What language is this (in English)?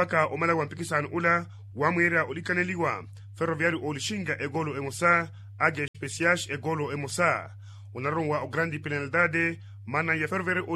Makhuwa